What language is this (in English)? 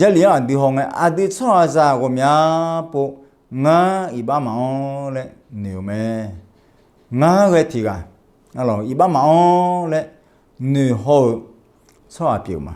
Akha